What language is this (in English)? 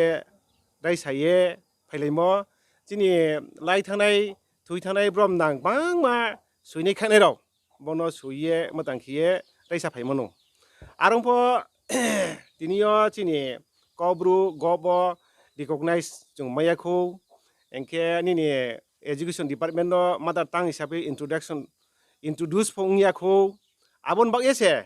Riang (India)